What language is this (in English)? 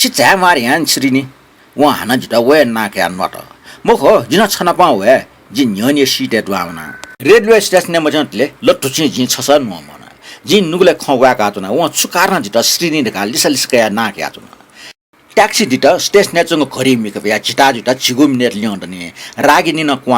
Newari